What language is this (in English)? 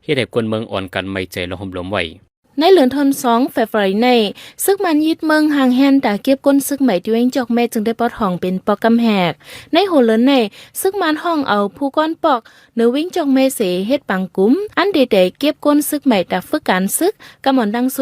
Shan